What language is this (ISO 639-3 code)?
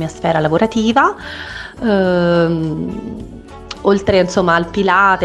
ita